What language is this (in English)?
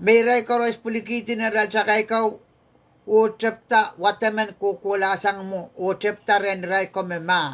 Pohnpeian